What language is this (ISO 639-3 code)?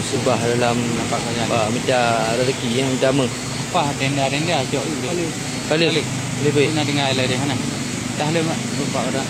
ace